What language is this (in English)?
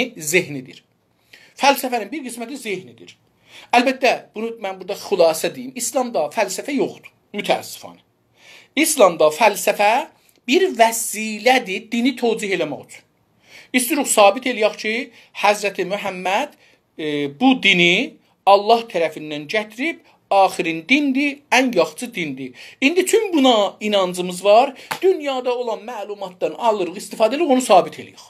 South Azerbaijani